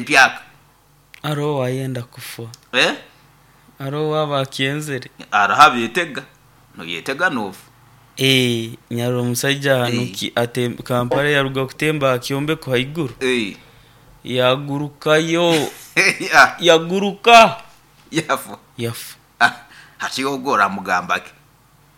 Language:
Nyoro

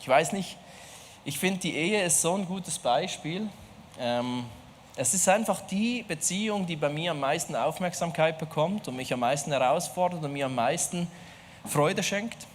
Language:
Swiss German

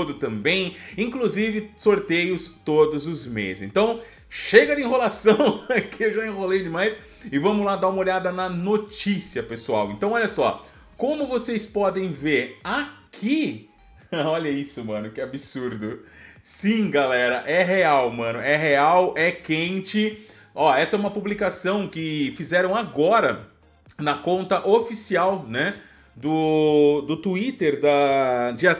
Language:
Portuguese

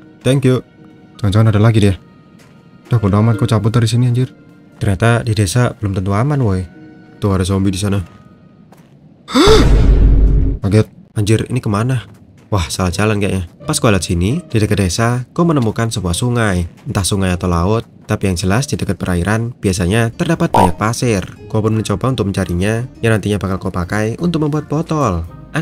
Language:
Indonesian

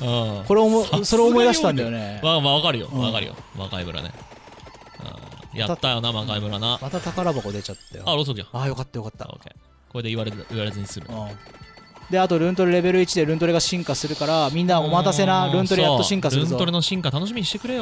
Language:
Japanese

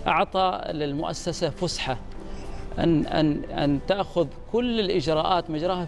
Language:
Arabic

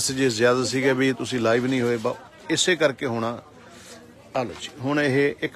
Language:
Punjabi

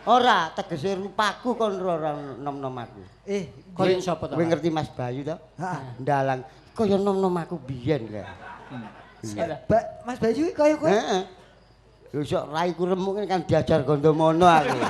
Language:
Javanese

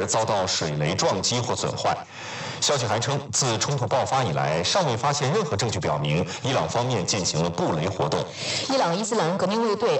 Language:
Chinese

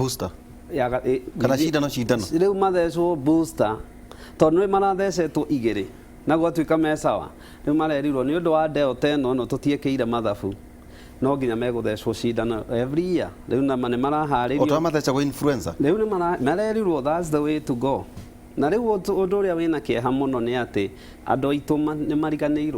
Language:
Kikuyu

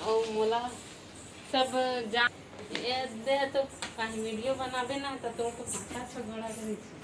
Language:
Chhattisgarhi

